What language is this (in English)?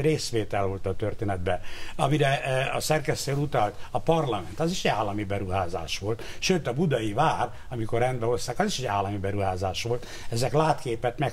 Hungarian